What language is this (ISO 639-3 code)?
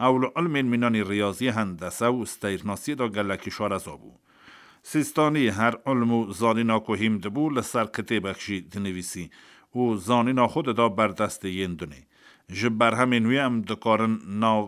kur